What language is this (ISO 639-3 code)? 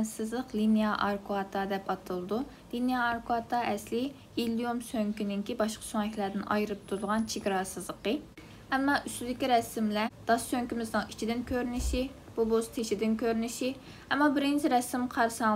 uig